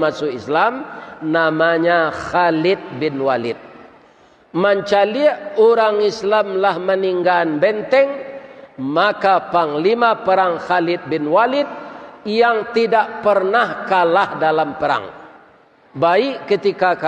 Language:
Minangkabau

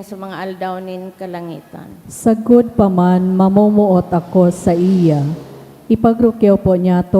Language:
Bikol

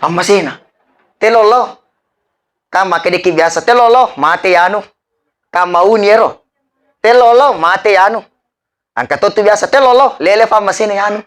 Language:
Buginese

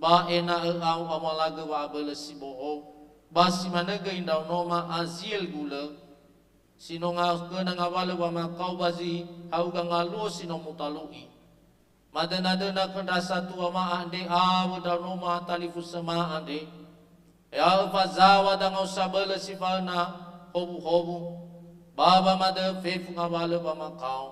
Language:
Nias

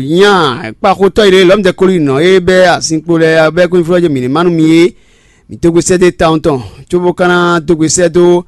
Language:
Fon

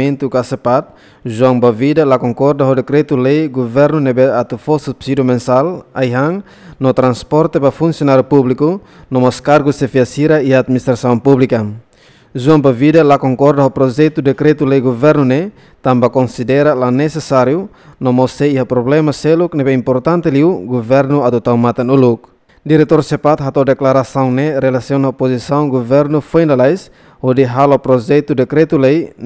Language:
Tetum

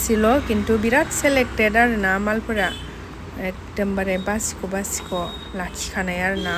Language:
Bodo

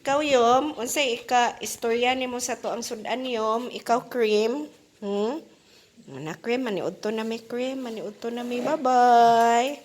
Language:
Cebuano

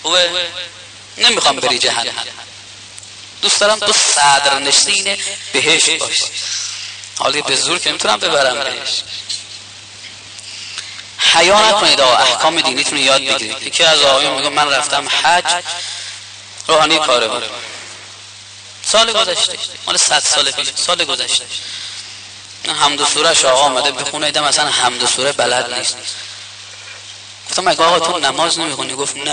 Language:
Persian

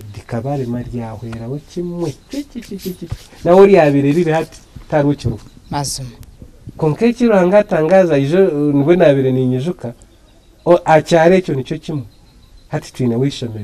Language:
Nyankole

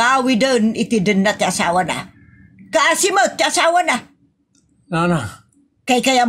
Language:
Iloko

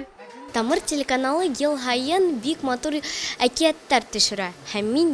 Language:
Bashkir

